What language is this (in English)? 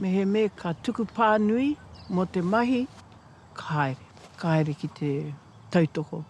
Māori